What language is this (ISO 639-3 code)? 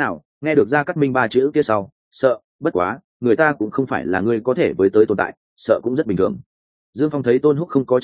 vie